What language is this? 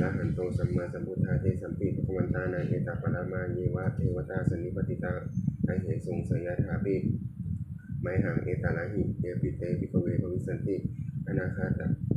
Pali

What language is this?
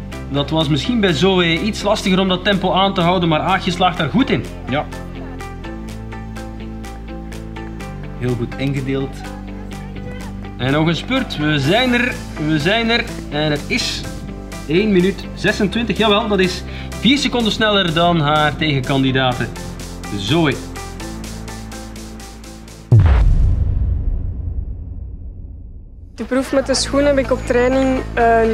Dutch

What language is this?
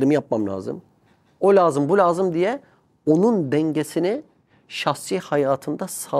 Turkish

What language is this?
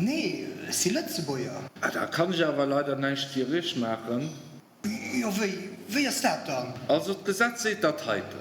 Luxembourgish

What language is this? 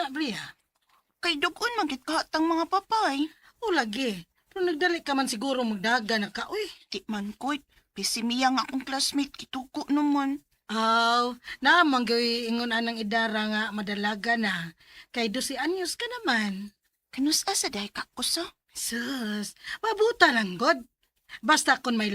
Cebuano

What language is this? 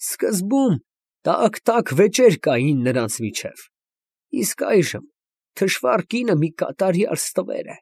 Armenian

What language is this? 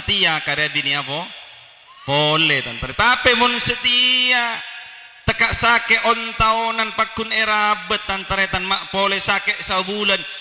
Madurese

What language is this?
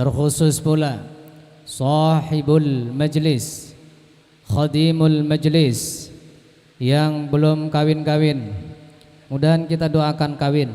Banjar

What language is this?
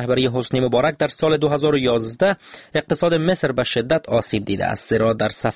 Persian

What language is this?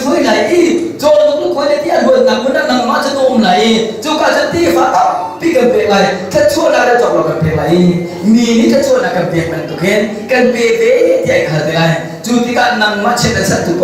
Hakha Chin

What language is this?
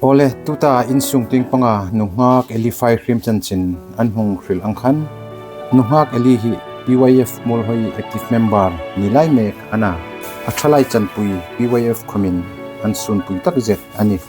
Hmar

